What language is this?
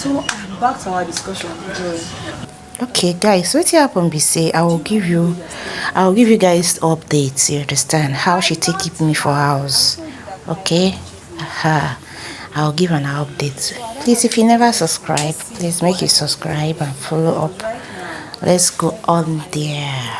Nigerian Pidgin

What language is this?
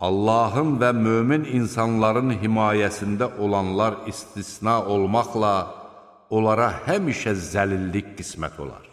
Azerbaijani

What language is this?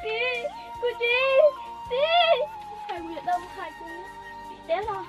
Hmong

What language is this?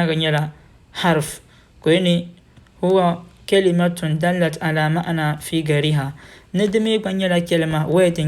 Dagbani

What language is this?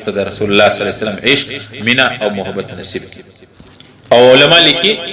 Pashto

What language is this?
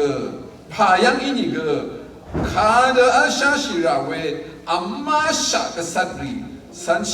Rawang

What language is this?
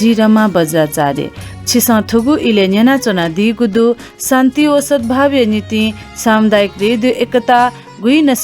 Newari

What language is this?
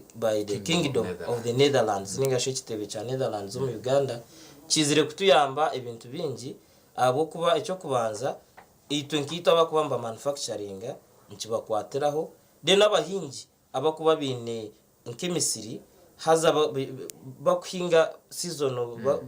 Nyankole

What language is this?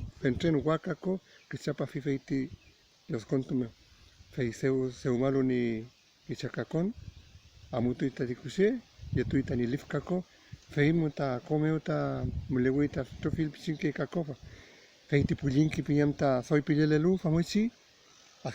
Mapuche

